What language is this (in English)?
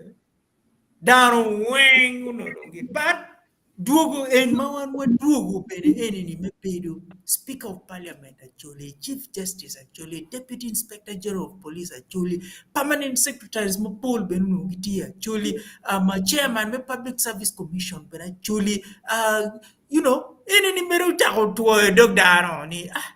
Acoli